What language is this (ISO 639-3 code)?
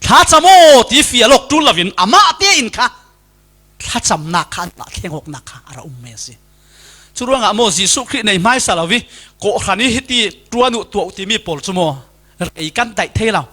cfm